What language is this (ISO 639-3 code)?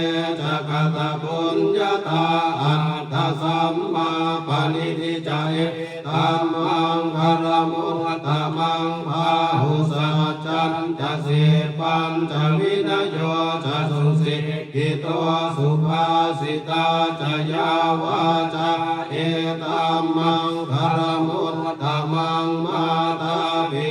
pli